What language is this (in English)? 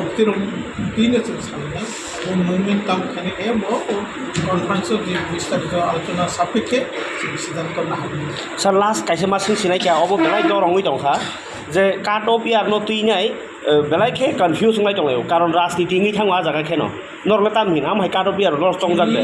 Riang (India)